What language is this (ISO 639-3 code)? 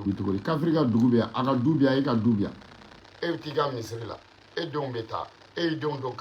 bam